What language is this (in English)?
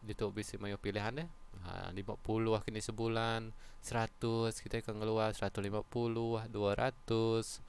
Iban